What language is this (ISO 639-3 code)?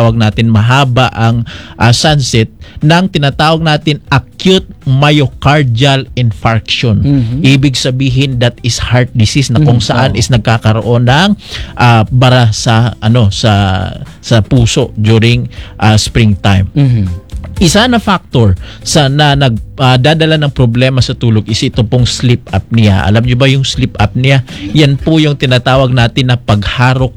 fil